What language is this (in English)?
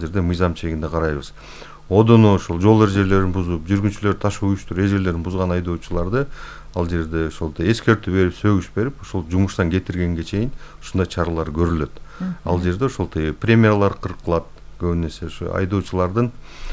Kyrgyz